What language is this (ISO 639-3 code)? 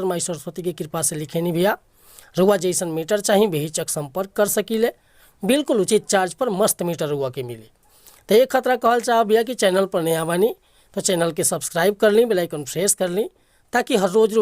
bho